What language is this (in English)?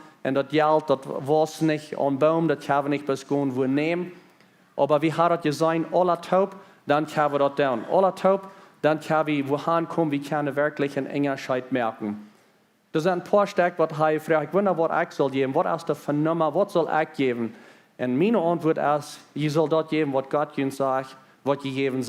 Plautdietsch